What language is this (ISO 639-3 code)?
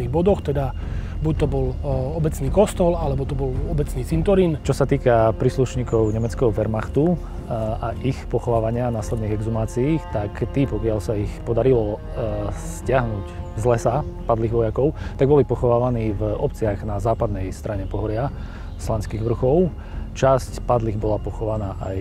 slk